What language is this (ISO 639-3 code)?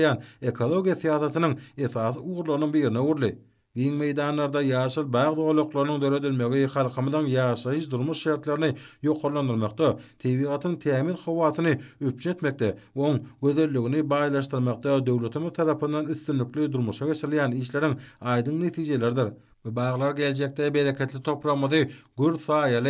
tuk